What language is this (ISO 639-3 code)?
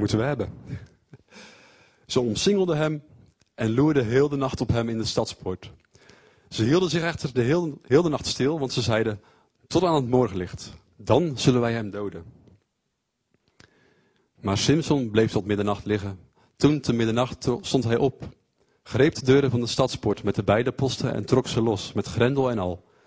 nld